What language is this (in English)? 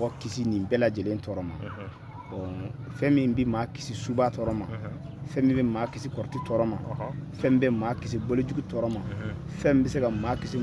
Bambara